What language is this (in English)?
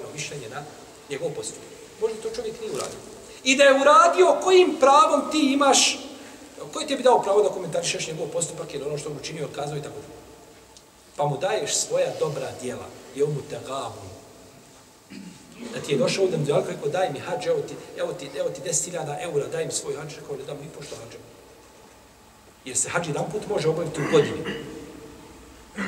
Bosnian